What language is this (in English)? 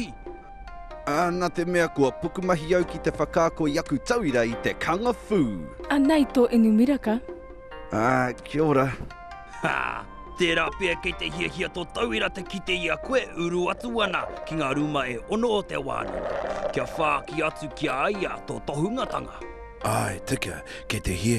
Māori